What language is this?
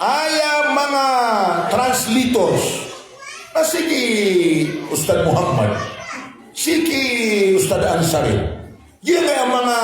Maranao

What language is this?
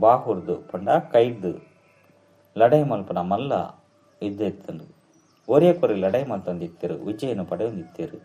Tulu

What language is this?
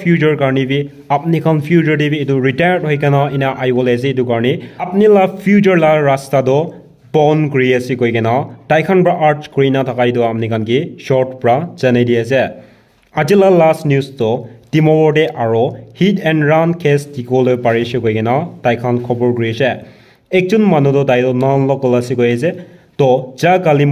Naga Pidgin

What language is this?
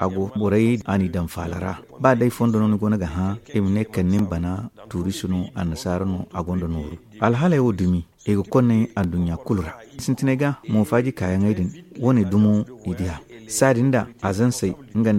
Zarma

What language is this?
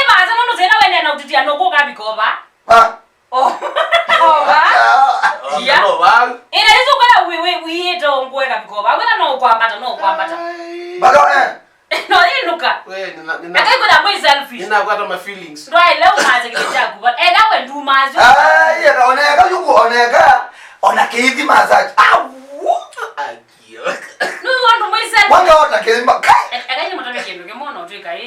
Kamba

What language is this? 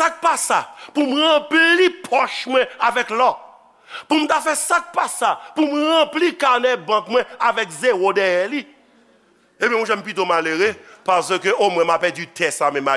Haitian Creole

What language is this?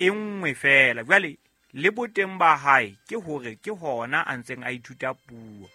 Southern Sotho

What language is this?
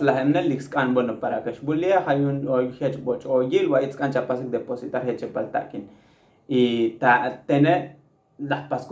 Tzotzil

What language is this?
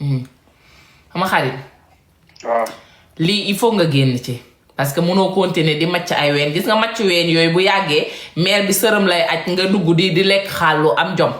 Wolof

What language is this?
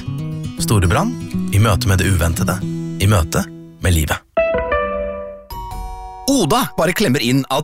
Norwegian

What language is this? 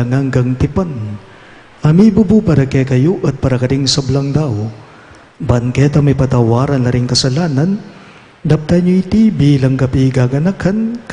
Pampanga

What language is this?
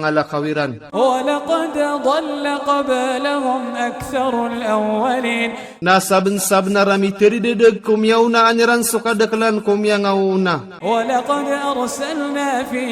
Maranao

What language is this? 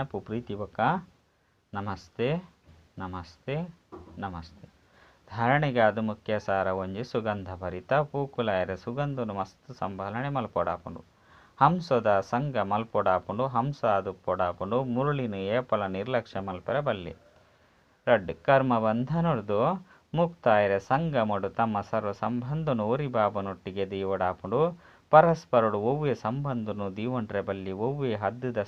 Tulu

